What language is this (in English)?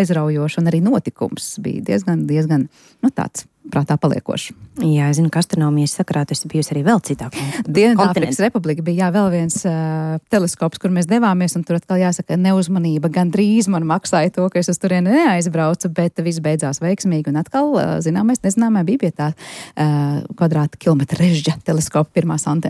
Latvian